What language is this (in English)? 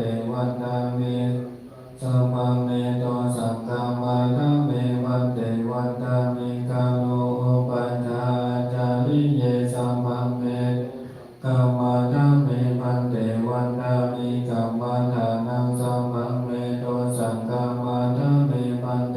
Pali